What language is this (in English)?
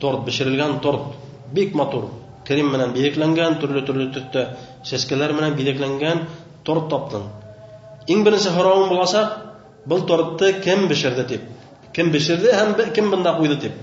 Bashkir